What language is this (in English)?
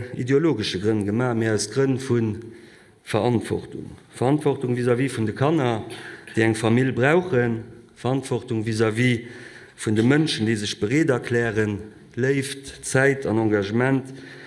Luxembourgish